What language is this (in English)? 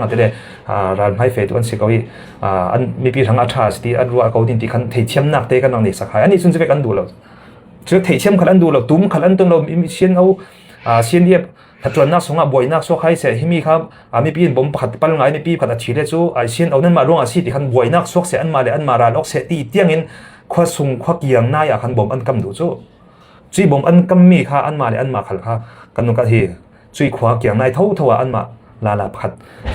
Falam Chin